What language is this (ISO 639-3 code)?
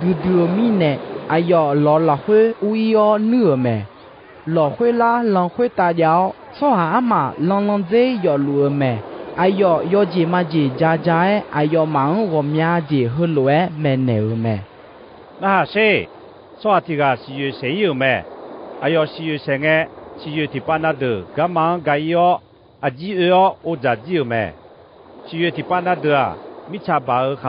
ahk